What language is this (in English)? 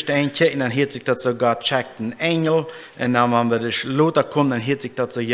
Plautdietsch